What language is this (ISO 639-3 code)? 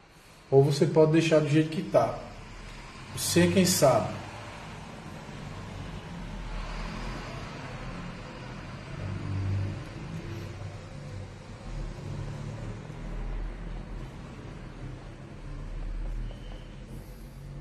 por